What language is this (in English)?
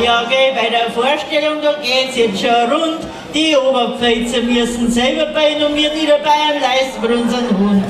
Bavarian